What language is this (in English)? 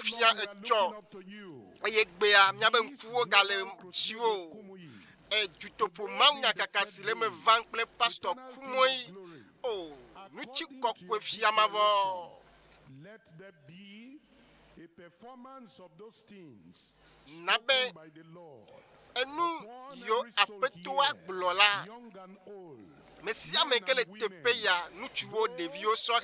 Ewe